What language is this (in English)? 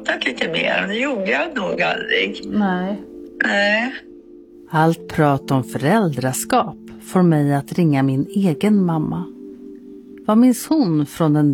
Swedish